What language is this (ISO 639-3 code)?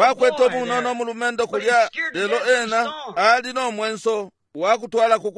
bem